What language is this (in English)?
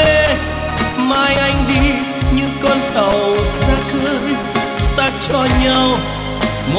Vietnamese